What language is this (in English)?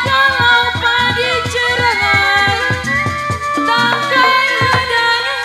Betawi